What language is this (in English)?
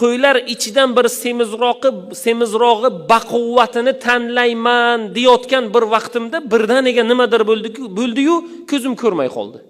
Uzbek